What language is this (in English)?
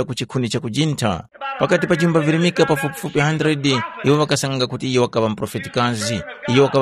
Tumbuka